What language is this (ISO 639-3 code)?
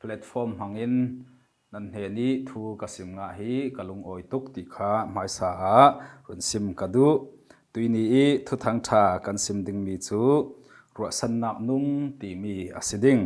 cfm